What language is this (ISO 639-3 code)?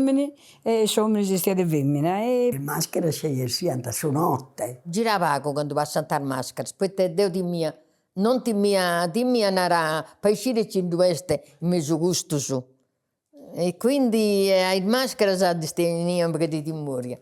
srd